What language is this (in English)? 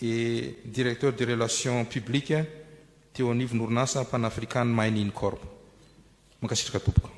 Malagasy